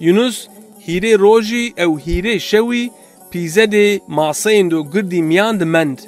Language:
Zaza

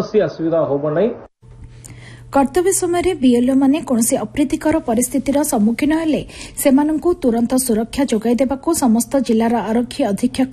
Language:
Odia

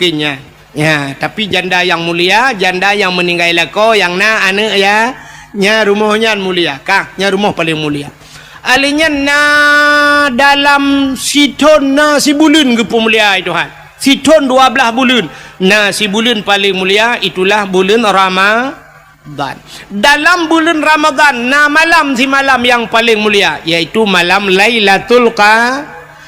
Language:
Achinese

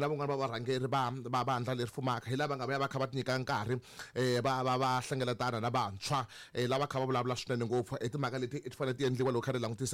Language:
Tsonga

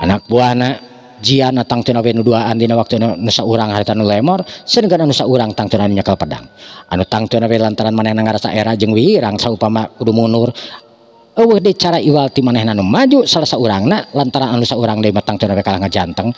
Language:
Sundanese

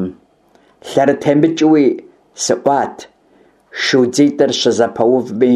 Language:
Kabardian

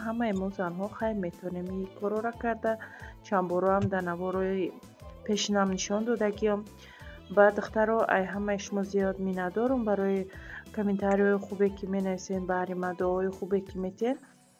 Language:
Tajik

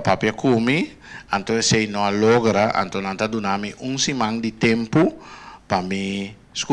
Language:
Papiamento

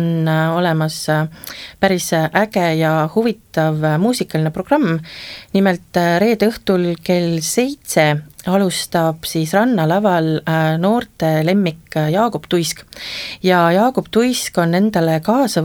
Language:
Estonian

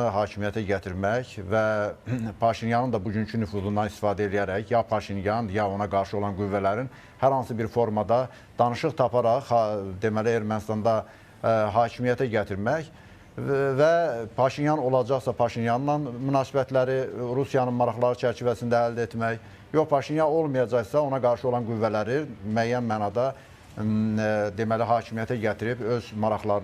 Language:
Azerbaijani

